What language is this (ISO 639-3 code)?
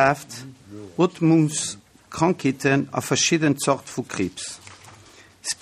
ltz